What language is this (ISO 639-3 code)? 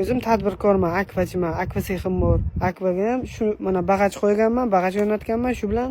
uzb